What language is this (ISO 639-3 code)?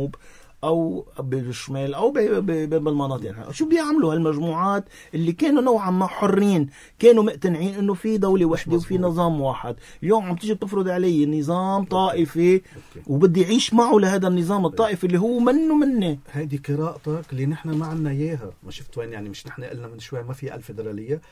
apc